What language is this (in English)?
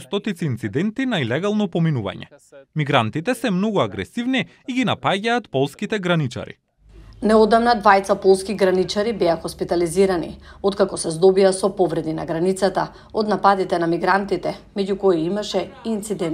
Macedonian